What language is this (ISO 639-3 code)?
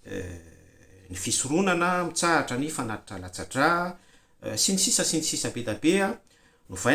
mlg